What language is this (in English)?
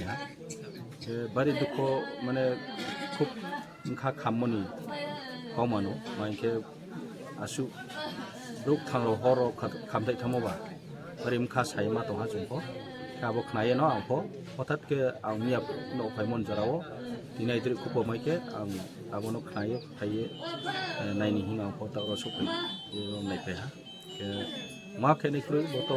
Riang (India)